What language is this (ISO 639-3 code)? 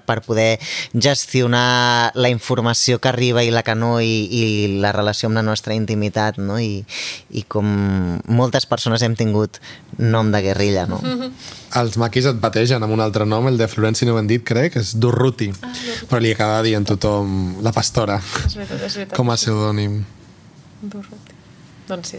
cat